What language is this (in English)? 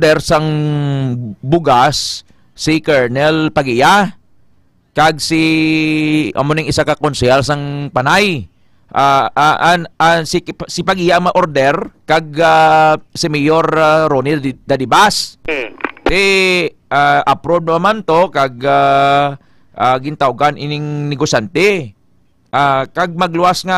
Hiligaynon